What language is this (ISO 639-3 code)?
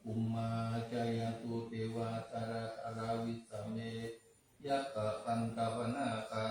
pli